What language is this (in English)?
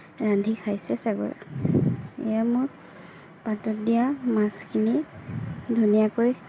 Assamese